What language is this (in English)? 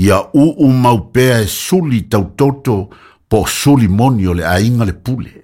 Samoan